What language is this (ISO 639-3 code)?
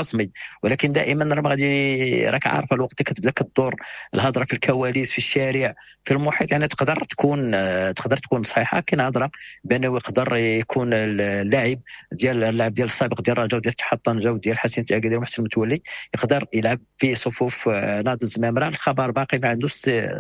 ary